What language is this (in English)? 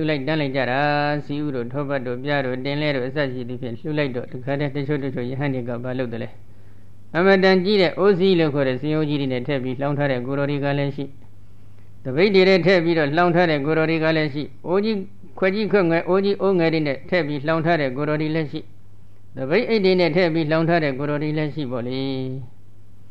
Burmese